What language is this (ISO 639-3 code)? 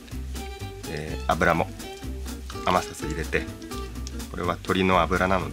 jpn